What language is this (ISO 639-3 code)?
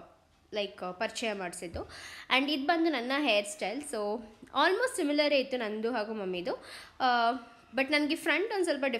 kan